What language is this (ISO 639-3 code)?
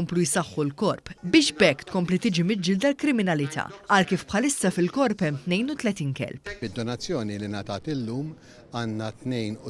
mlt